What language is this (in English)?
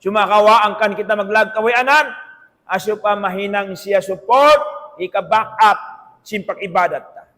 Tausug